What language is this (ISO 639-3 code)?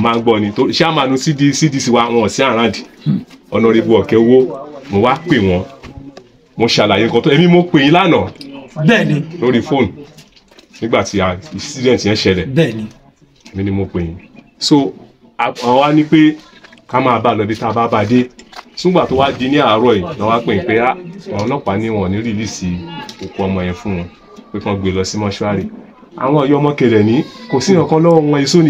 yor